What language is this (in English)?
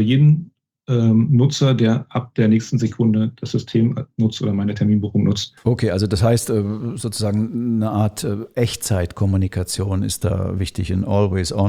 German